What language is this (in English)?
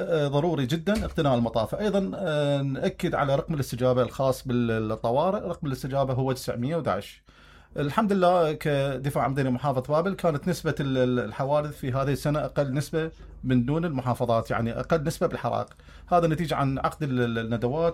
Mesopotamian Arabic